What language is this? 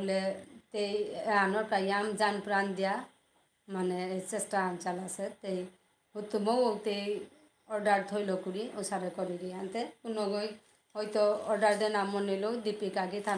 Bishnupriya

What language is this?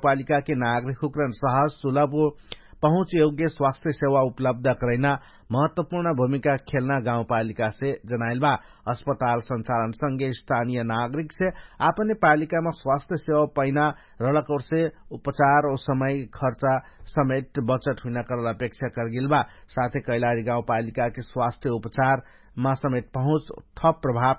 Dangaura Tharu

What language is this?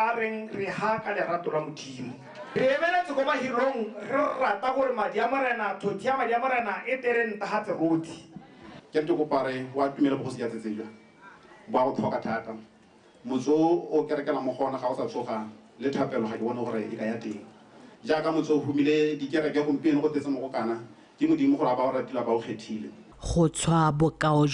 Tswana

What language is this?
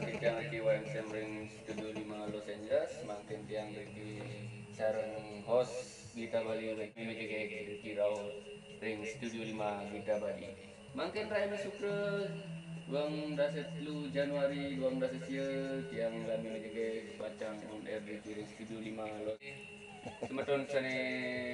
Balinese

